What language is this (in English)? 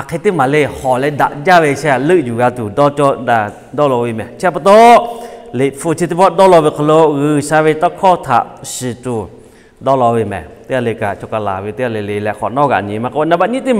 Lahu